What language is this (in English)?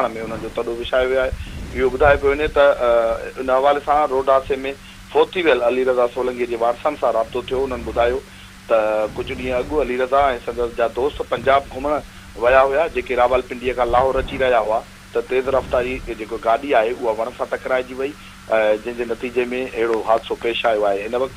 Sindhi